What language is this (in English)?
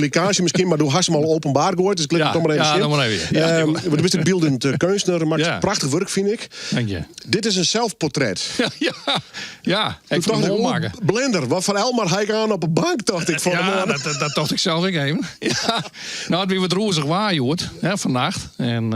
Western Frisian